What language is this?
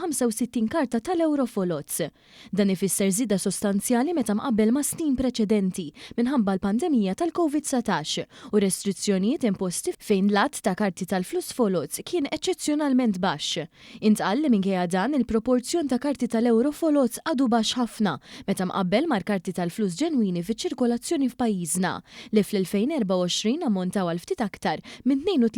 Maltese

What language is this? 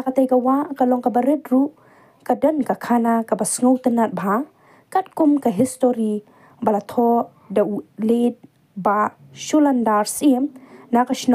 Khasi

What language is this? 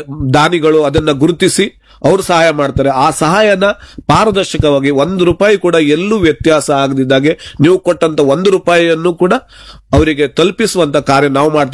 Kannada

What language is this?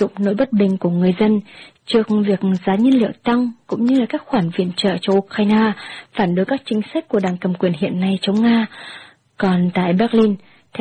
Vietnamese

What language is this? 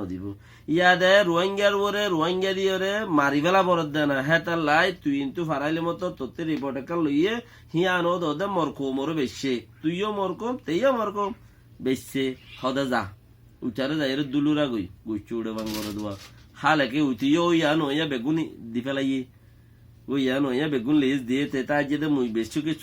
Rohingya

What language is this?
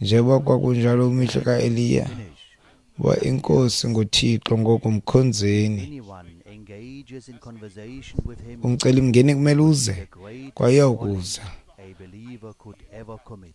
Xhosa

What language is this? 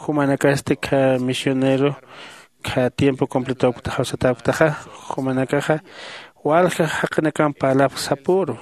Aymara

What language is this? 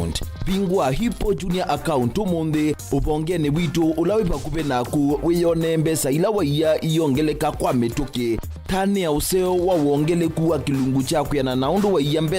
Kamba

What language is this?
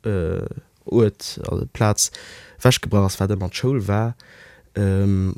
Luxembourgish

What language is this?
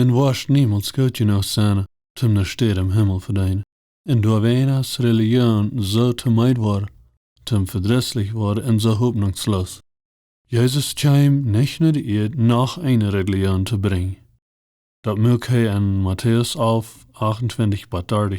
Plautdietsch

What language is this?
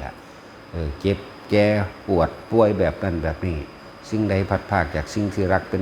Northeastern Thai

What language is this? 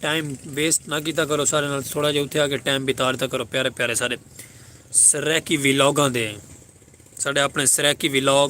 Saraiki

